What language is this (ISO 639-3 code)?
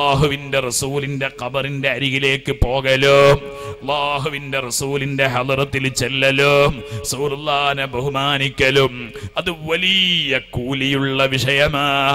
mal